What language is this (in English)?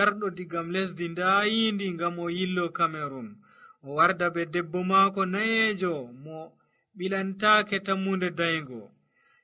Nigerian Fulfulde